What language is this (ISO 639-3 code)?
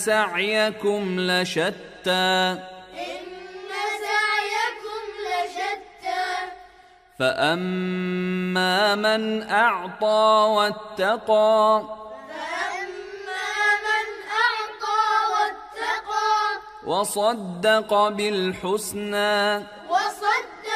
ara